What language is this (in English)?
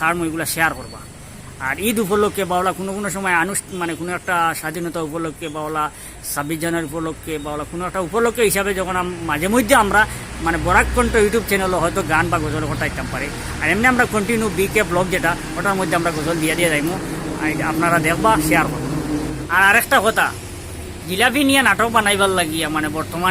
Sylheti